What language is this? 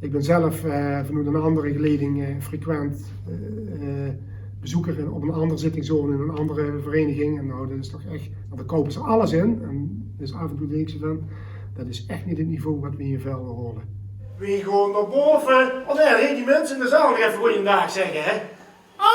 Limburgish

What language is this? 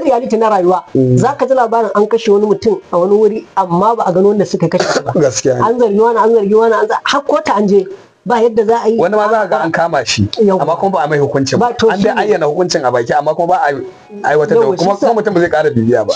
Hausa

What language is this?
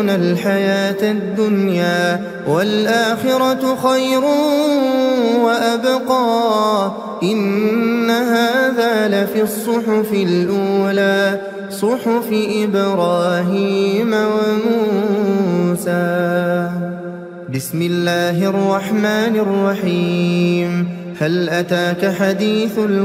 Arabic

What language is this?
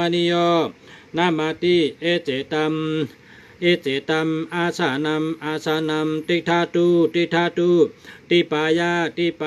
Shan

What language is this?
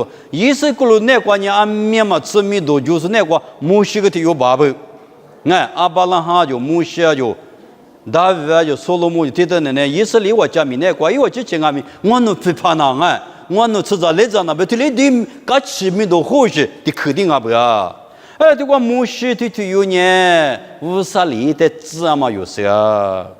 Lisu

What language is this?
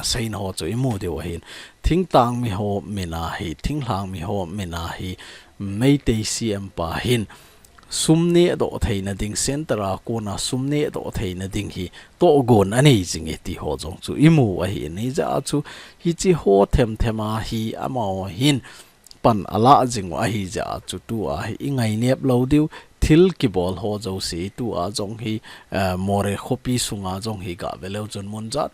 Thado Chin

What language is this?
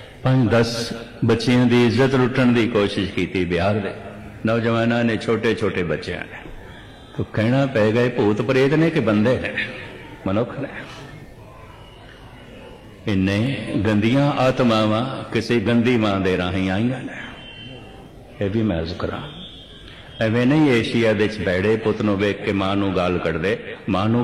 Punjabi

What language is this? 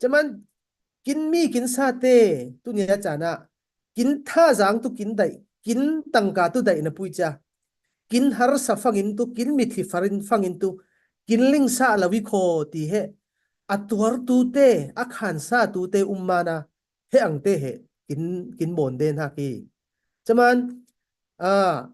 Falam Chin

